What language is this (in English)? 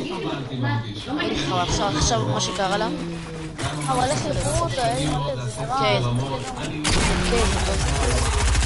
Hebrew